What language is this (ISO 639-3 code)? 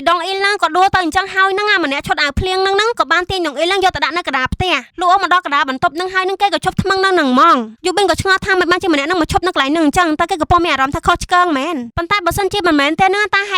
khm